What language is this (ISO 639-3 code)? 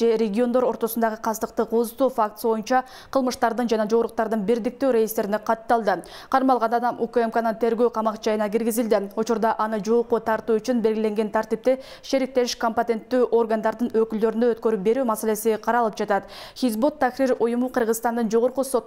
kir